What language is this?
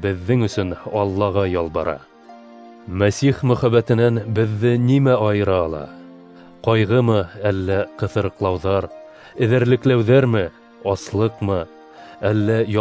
Bashkir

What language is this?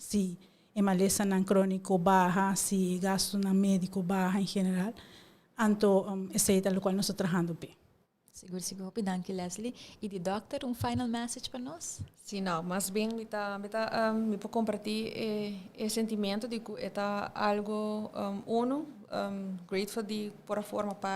Papiamento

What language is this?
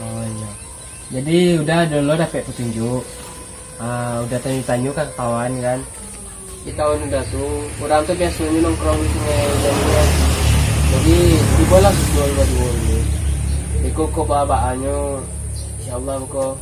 Minangkabau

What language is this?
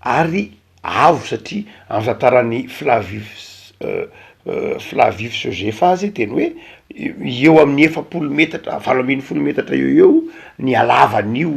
Malagasy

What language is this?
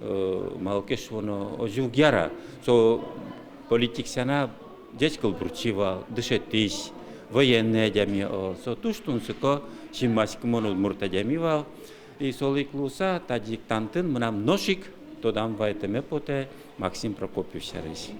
Udmurt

